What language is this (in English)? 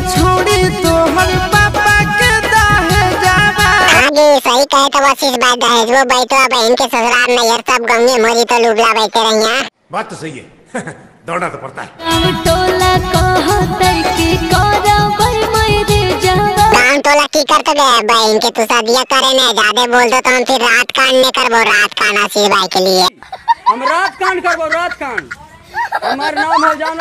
Magahi